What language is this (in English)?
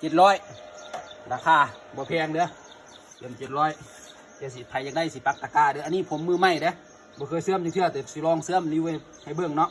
Northeastern Thai